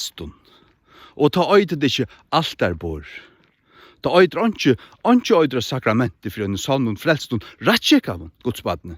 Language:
Faroese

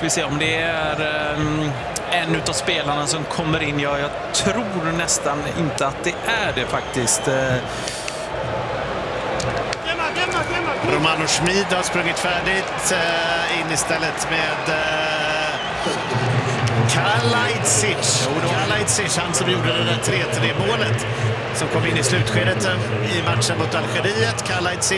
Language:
Swedish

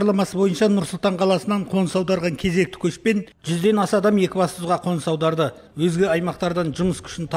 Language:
Kazakh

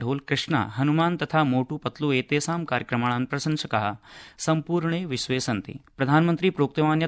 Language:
Sanskrit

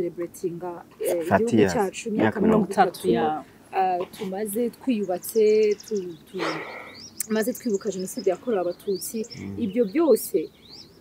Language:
Kinyarwanda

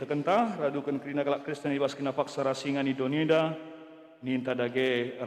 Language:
Batak Karo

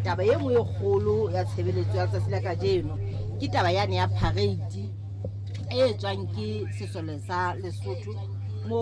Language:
Southern Sotho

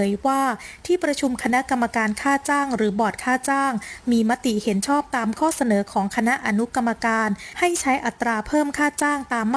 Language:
Thai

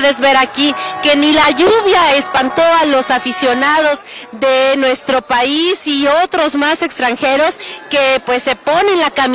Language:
Spanish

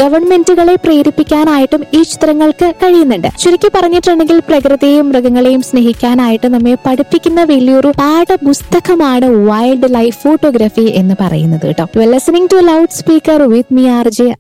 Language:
Malayalam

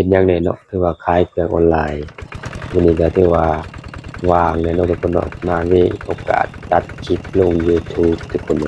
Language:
Lao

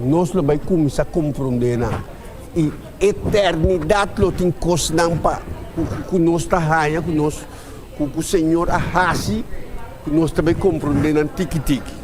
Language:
Papiamento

